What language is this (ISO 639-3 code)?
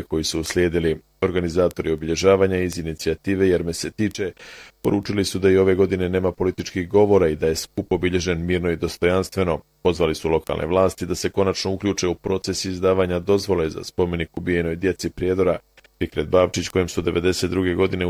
bos